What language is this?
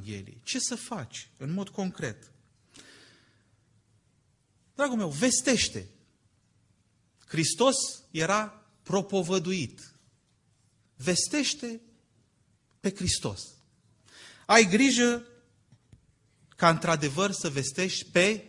Romanian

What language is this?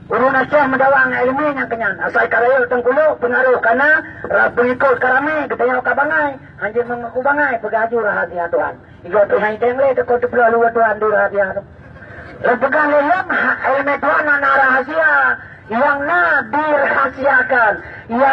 Achinese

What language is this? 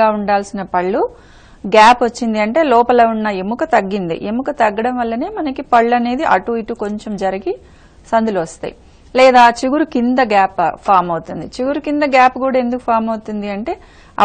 Telugu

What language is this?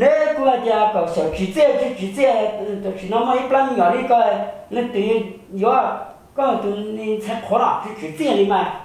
Hmong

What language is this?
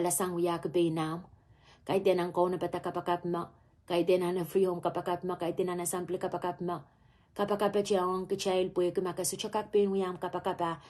Pohnpeian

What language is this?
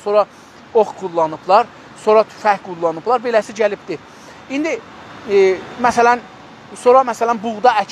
South Azerbaijani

